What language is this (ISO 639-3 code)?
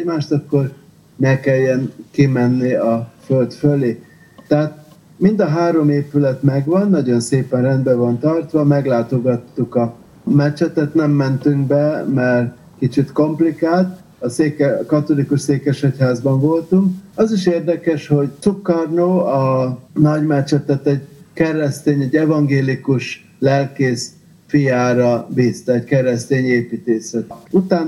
hun